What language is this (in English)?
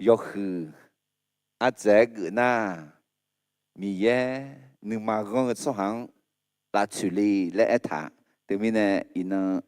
Akha